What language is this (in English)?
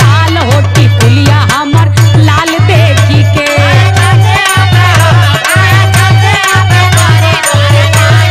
Bhojpuri